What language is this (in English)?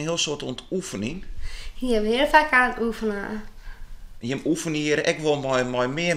Western Frisian